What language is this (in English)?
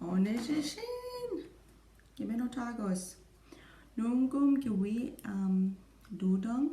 Chippewa